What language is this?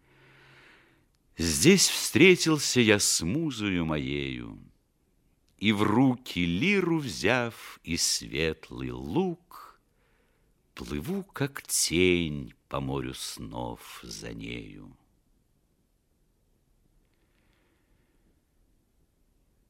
Russian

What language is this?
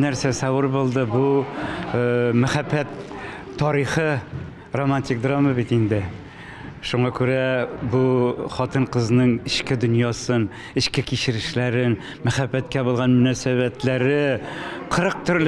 Tatar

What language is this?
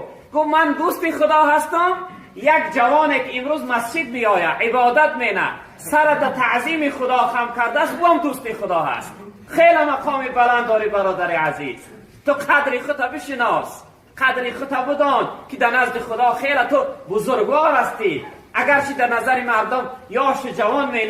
Tajik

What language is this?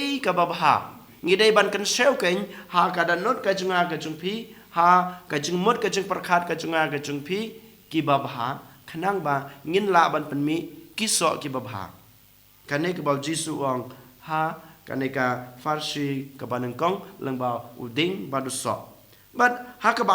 Khasi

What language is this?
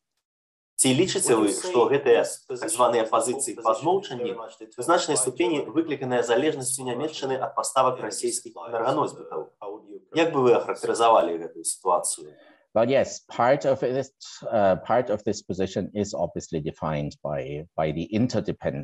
Belarusian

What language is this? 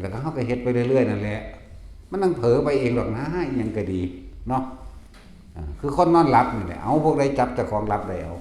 Northeastern Thai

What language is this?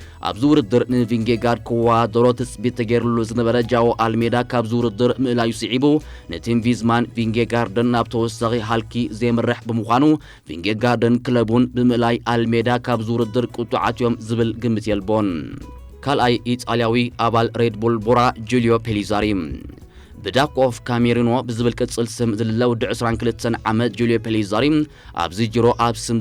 Tigrinya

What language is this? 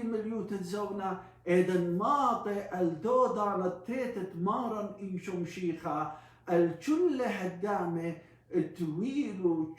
Assyrian Neo-Aramaic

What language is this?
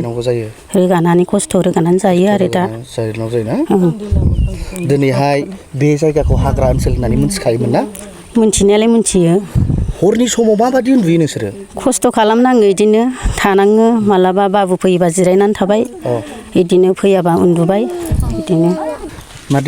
Bodo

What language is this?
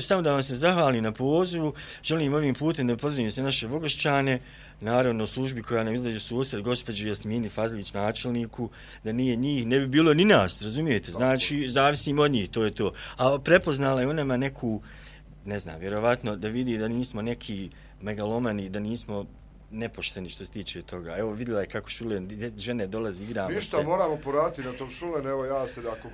Bosnian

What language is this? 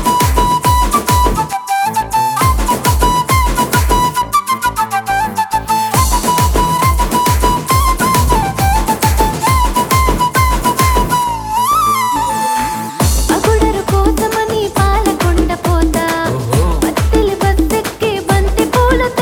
Telugu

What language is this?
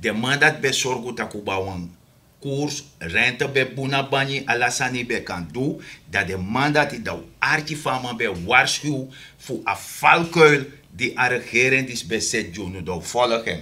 Sranan Tongo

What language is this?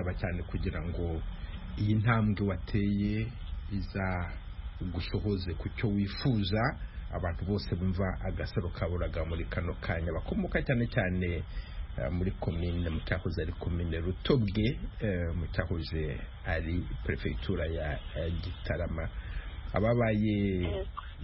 Kinyarwanda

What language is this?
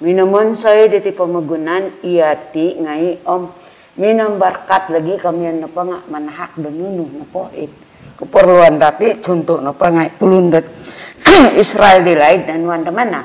Central Dusun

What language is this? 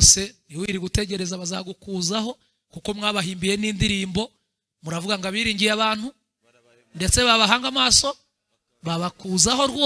Kinyarwanda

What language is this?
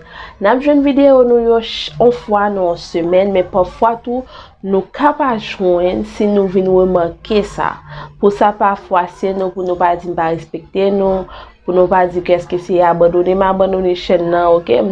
Haitian Creole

